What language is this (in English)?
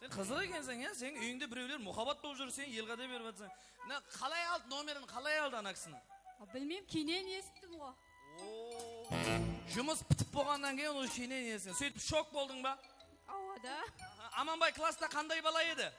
Kara-Kalpak